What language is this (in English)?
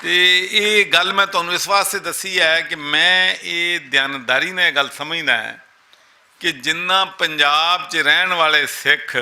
Western Panjabi